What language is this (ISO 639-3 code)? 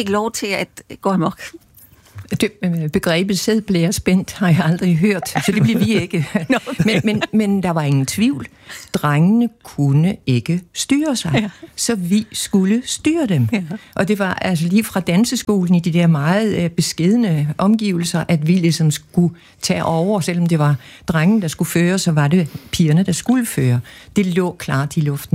dan